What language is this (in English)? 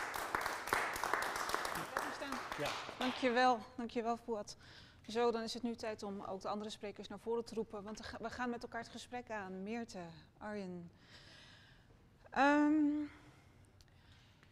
Dutch